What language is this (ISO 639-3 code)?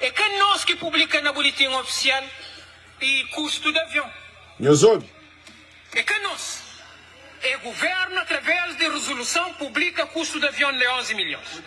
kea